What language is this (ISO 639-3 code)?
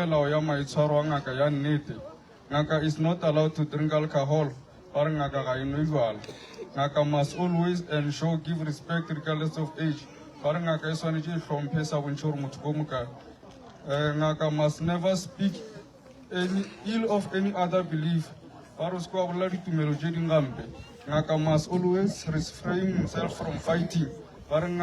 nso